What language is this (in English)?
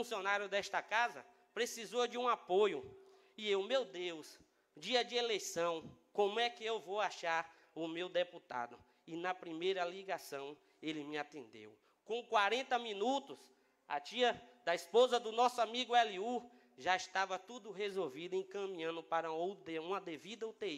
Portuguese